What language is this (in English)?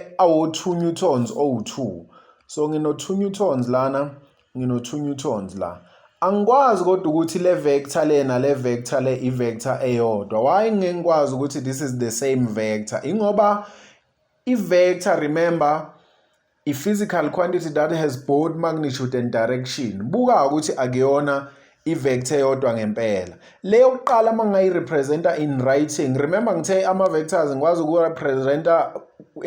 Zulu